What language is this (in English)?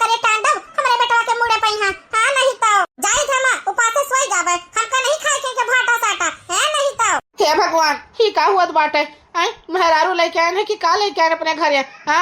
Awadhi